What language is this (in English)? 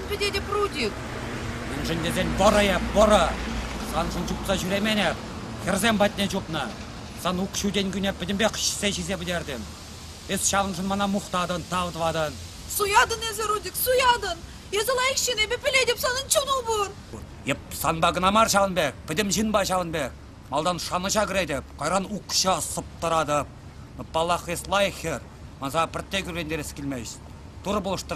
Chuvash